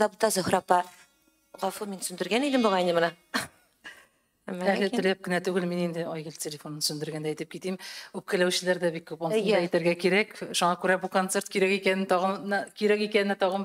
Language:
Tatar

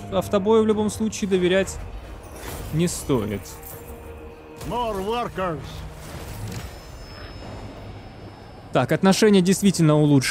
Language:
Russian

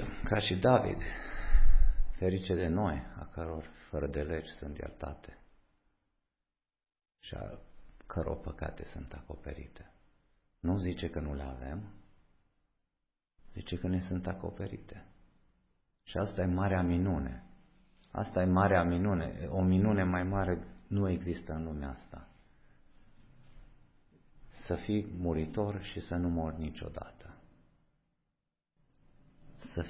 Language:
Romanian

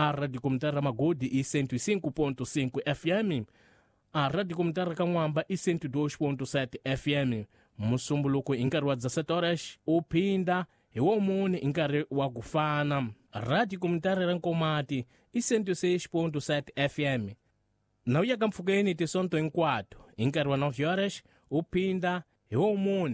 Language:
Tsonga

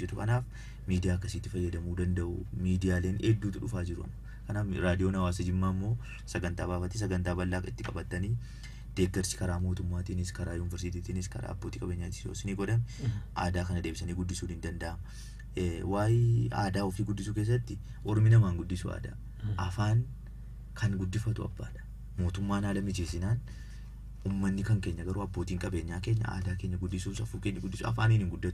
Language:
Oromo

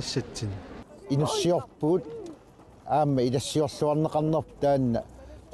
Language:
Kalaallisut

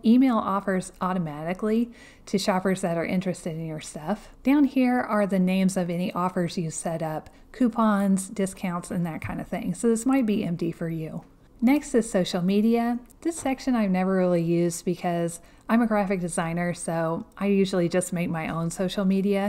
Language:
English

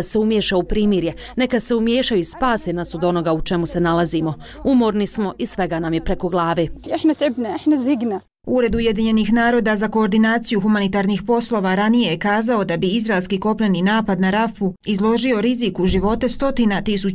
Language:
Bosnian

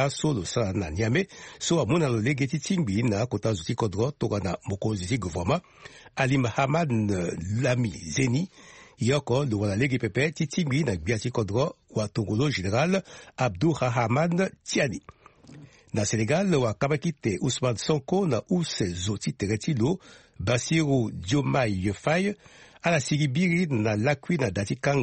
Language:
Sango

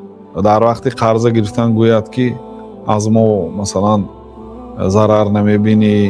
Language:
Tajik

